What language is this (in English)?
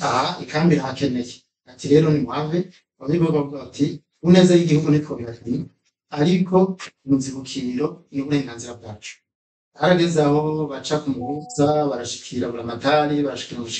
Rundi